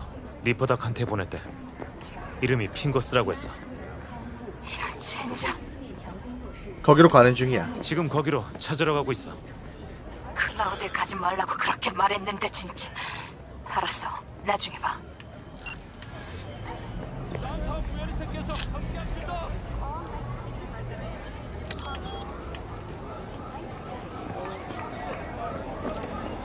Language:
Korean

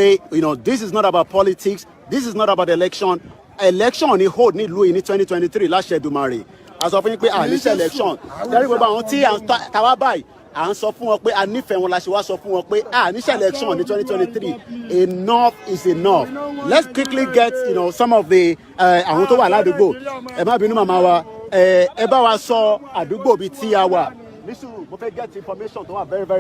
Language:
Yoruba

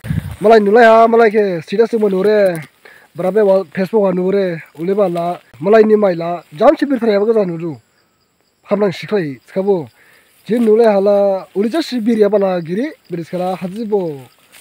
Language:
Dimasa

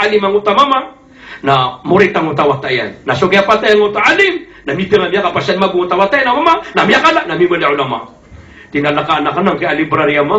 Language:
Maranao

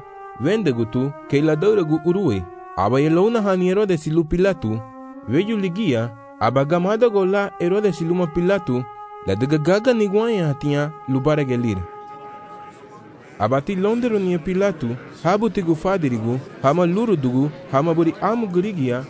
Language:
Garifuna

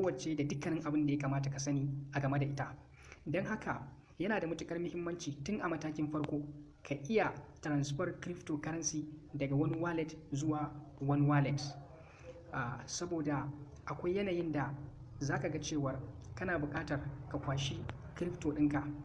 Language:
Hausa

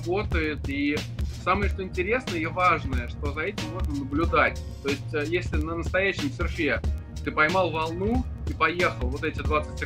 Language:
Russian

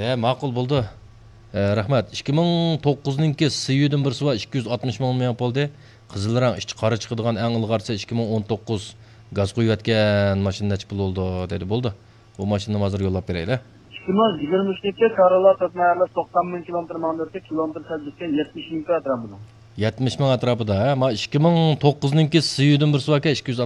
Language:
Uyghur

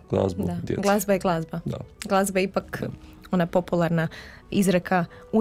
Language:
Croatian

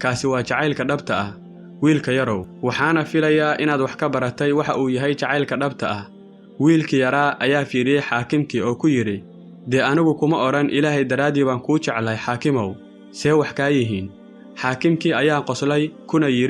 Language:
Somali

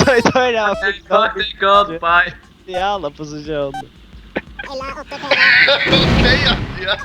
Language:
Faroese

